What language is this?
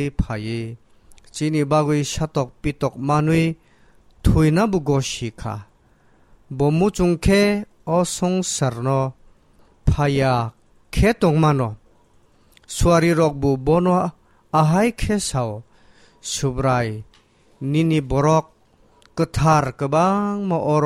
Kok Borok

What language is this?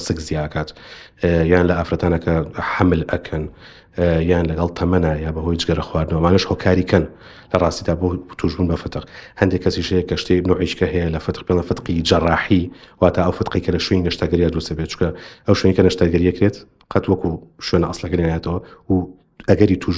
Central Kurdish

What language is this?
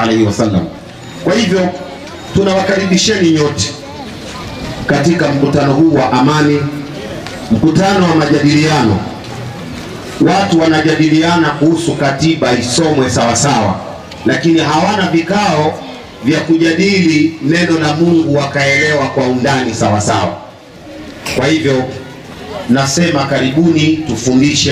Swahili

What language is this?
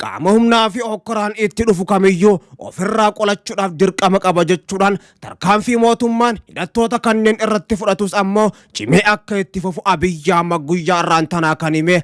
Oromo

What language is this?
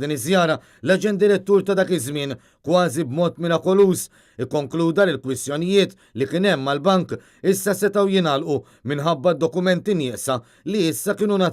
Maltese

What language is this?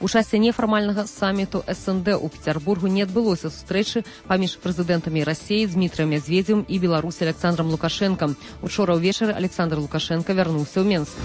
Belarusian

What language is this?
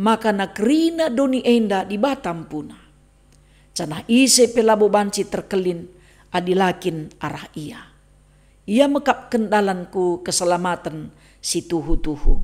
Batak Karo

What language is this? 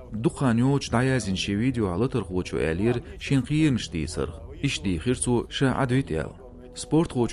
Chechen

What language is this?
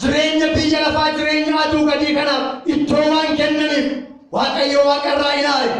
Oromo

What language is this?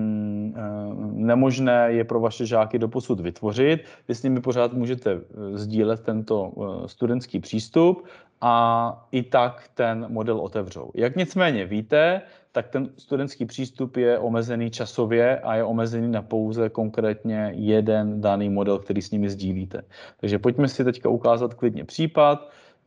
Czech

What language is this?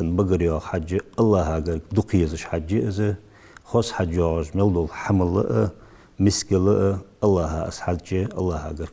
Ingush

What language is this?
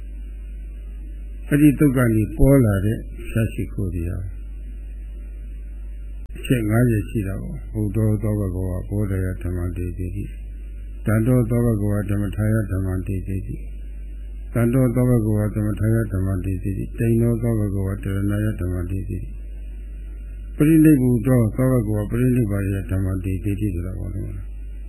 Burmese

